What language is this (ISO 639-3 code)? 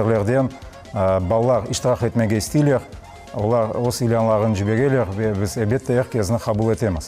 crh